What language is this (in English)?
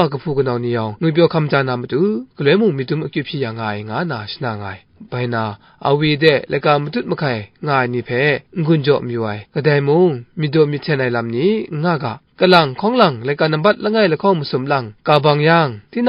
Kachin